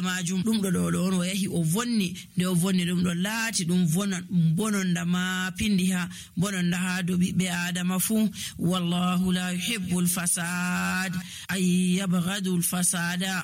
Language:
Nigerian Fulfulde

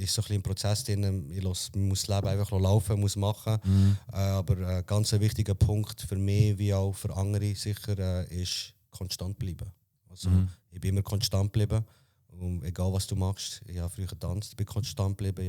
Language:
Swiss German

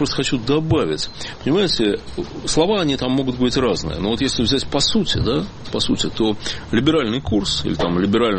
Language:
Russian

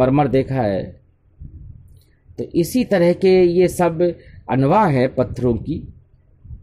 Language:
Urdu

